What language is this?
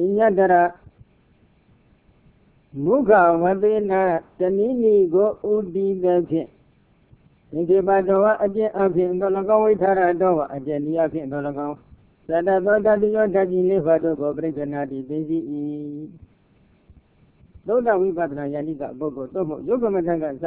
Burmese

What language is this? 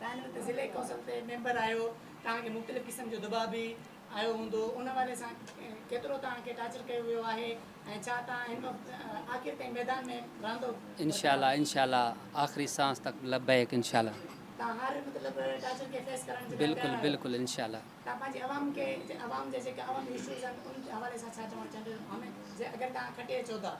Sindhi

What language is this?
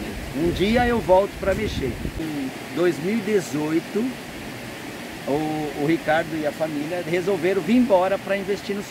Portuguese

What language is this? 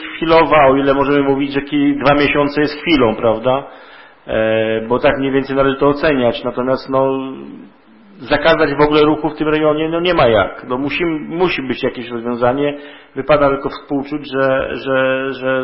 Polish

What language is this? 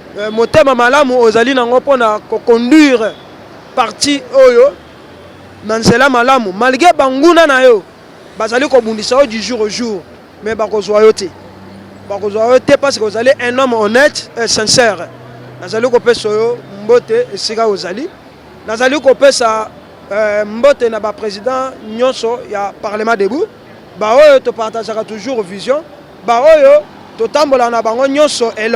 Lingala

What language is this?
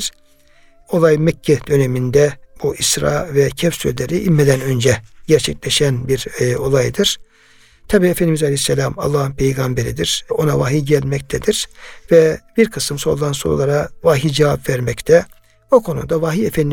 Turkish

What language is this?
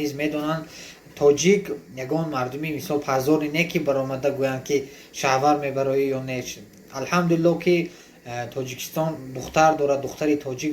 Tajik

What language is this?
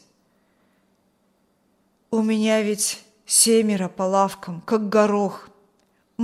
Russian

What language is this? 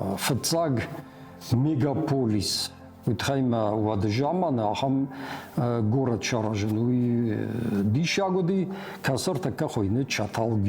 Ossetic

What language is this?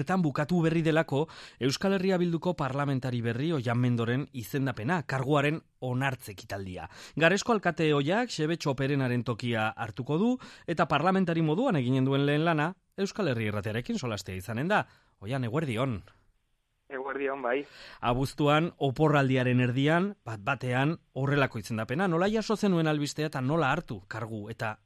Basque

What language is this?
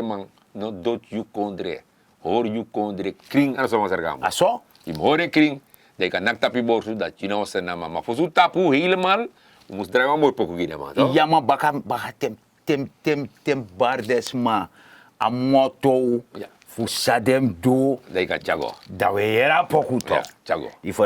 Sranan Tongo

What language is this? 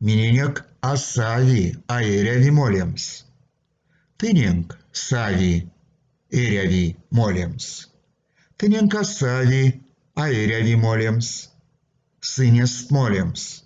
Erzya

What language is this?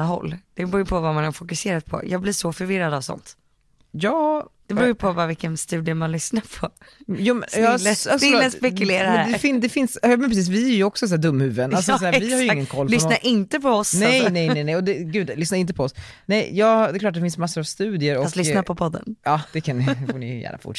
Swedish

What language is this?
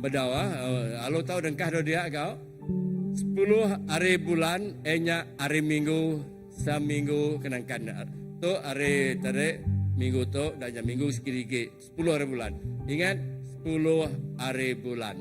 Iban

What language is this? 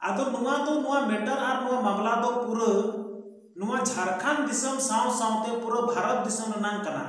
Santali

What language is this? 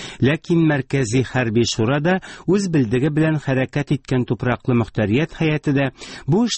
Tatar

